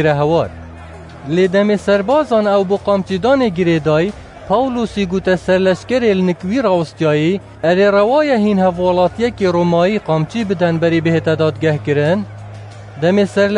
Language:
Kurdish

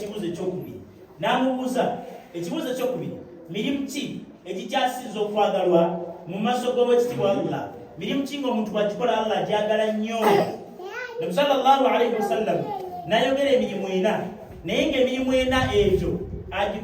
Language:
Ganda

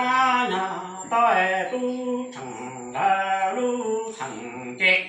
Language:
Hmong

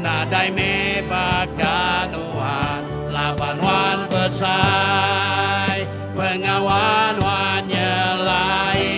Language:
Iban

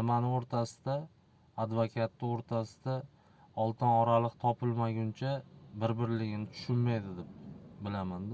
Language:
Uzbek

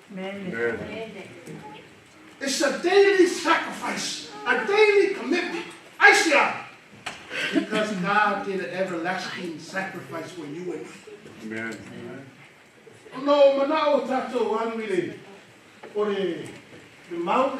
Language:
Samoan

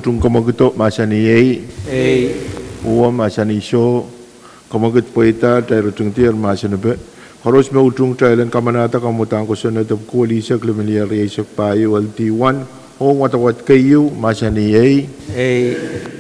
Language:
Pohnpeian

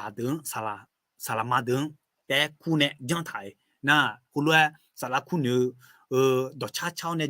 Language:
Akha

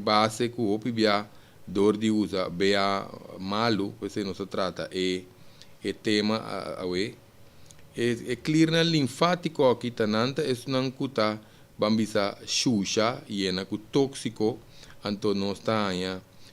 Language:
Papiamento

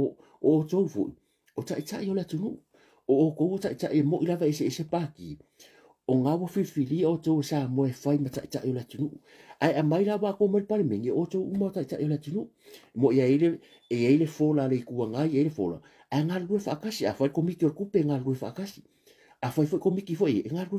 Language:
Samoan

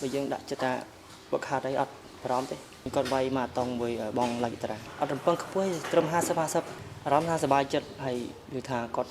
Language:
Khmer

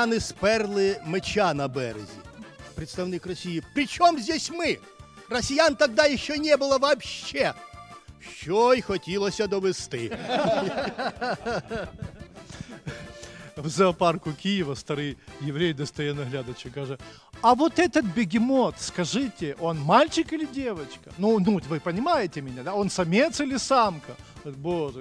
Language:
Ukrainian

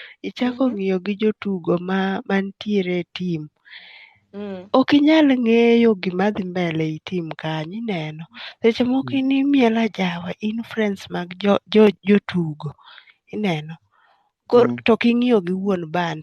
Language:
Luo (Kenya and Tanzania)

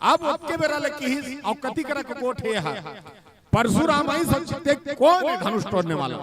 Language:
Chhattisgarhi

